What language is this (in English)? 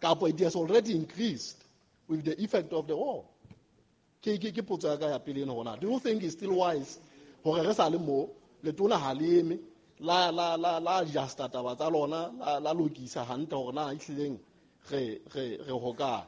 Southern Sotho